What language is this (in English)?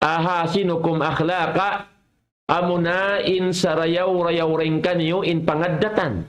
Tausug